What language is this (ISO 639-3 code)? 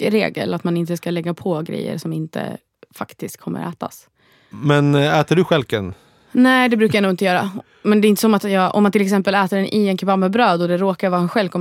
swe